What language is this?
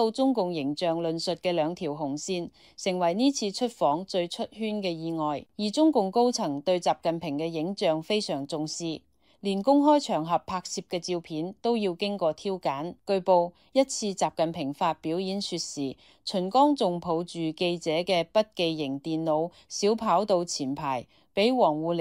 Cantonese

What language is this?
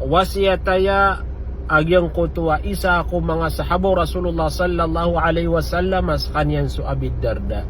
Maranao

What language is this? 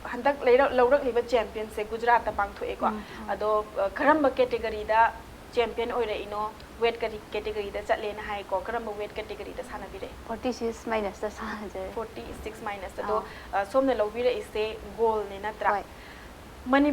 Manipuri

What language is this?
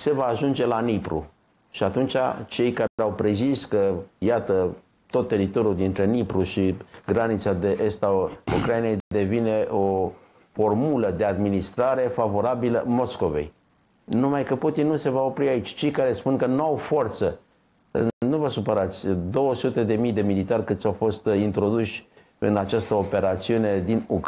Romanian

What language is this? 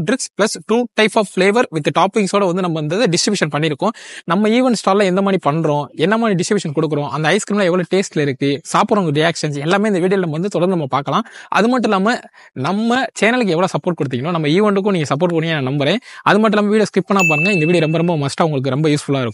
Tamil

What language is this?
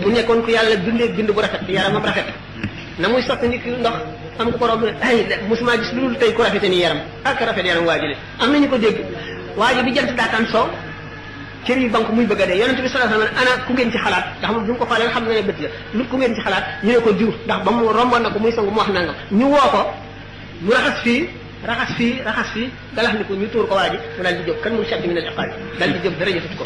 Wolof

